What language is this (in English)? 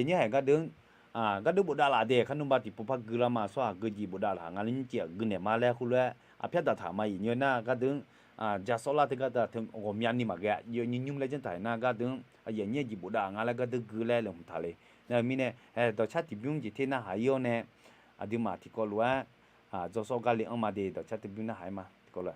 Akha